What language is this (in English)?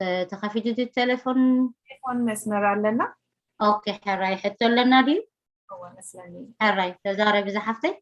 Tigrinya